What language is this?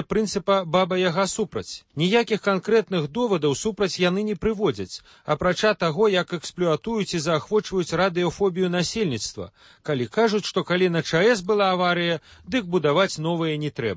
Belarusian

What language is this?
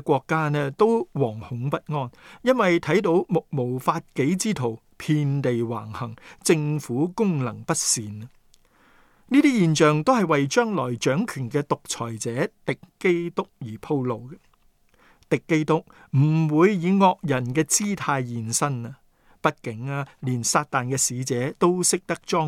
Cantonese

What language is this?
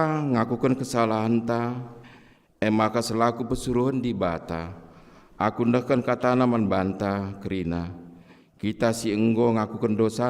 Batak Karo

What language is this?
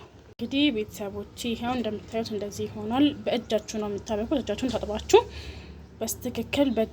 Amharic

